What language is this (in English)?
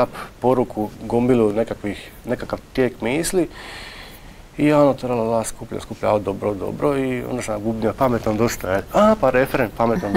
Croatian